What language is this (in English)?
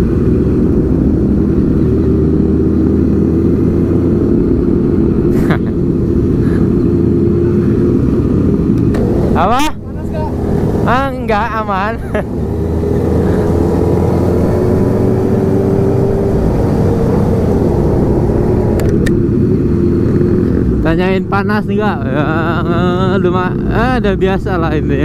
Indonesian